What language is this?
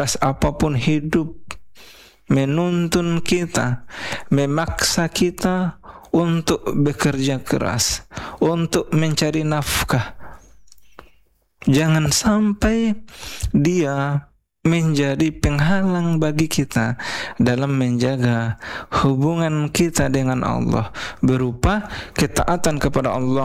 Indonesian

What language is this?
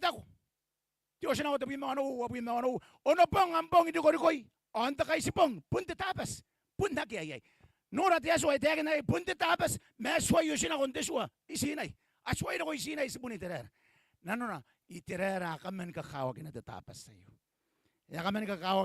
Gilbertese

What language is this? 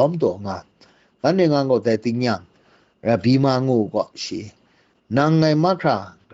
Kachin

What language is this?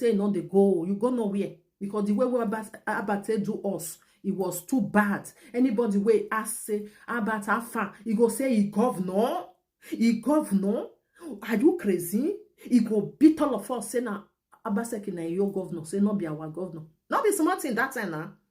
Nigerian Pidgin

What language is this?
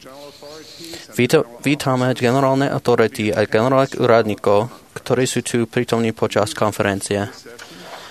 Slovak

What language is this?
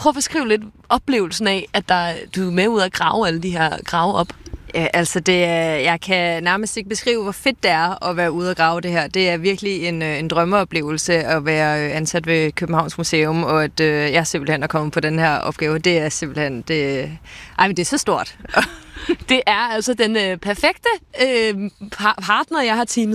Danish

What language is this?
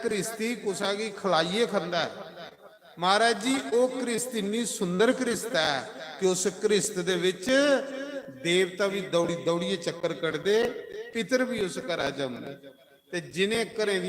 Dogri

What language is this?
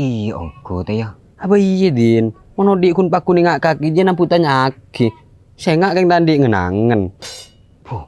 Madurese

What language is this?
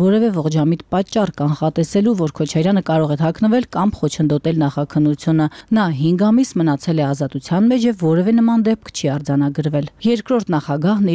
Armenian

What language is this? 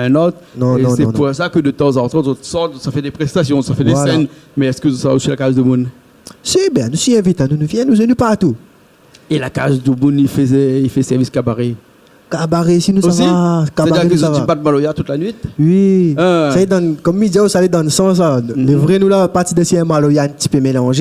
Réunion Creole French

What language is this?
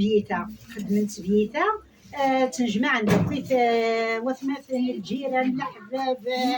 Kabyle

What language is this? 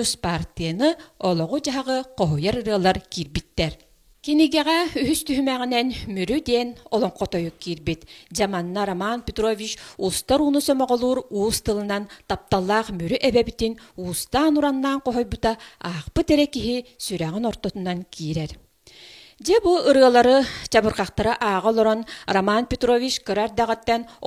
Yakut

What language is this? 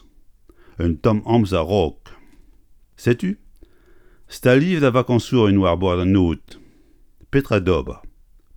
Breton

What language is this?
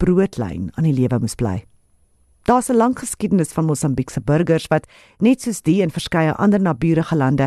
Afrikaans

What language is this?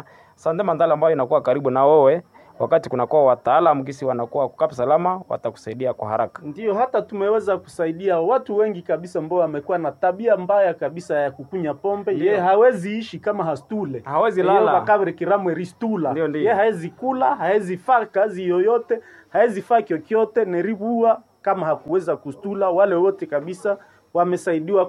Swahili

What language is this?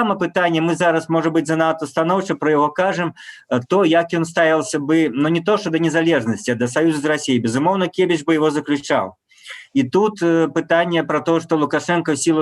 Belarusian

